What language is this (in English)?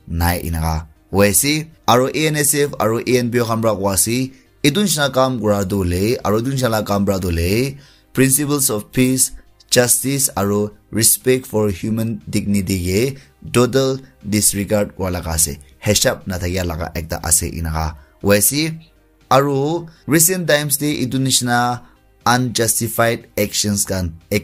Naga Pidgin